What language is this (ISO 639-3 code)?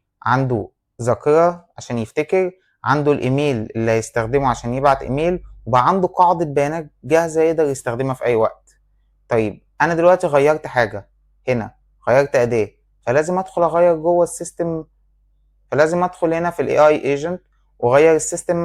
arz